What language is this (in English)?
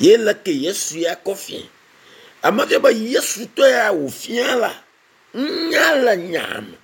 Ewe